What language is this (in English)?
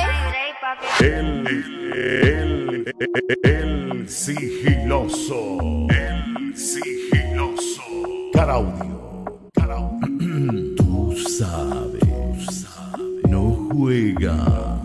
Spanish